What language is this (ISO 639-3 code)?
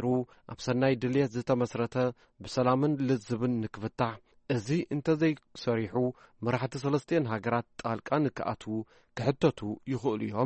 tir